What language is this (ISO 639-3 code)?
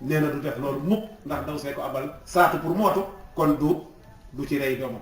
wol